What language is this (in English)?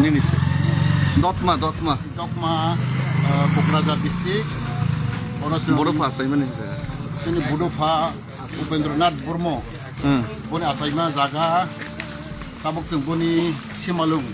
Kok Borok